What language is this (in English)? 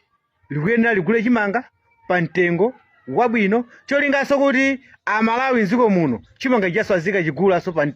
Nyanja